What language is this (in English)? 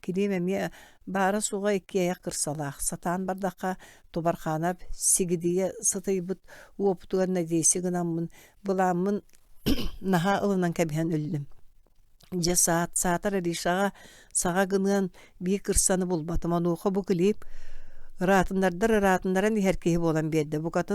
Yakut